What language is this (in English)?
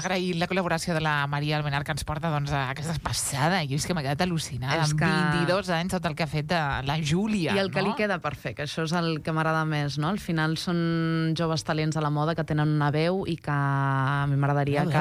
Catalan